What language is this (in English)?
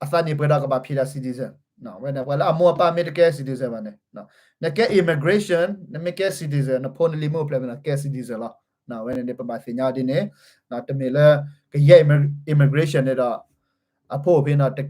S'gaw Karen